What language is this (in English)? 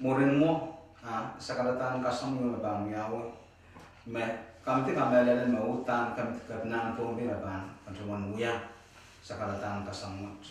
Pohnpeian